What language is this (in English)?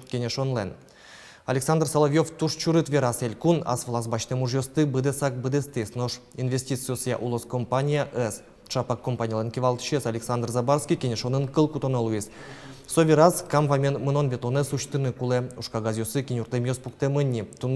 Udmurt